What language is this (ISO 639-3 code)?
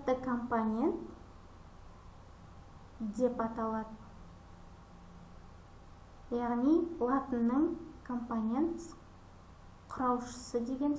kaz